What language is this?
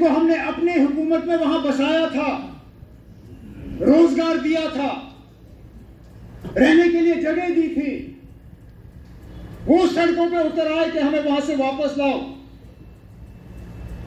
Hindi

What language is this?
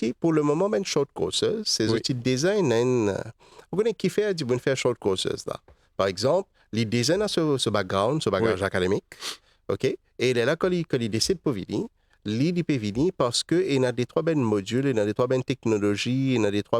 Morisyen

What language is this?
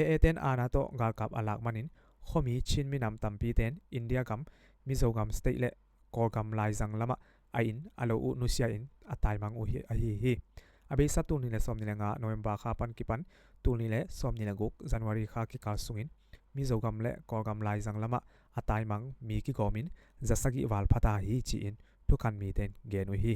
Tedim Chin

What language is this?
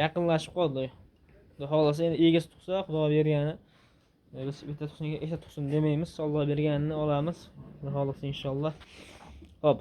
Uzbek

